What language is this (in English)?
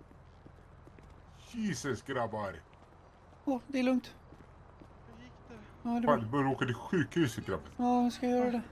Swedish